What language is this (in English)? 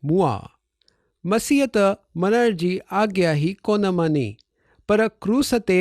Sindhi